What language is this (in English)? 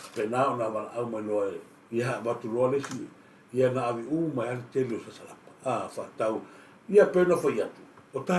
Samoan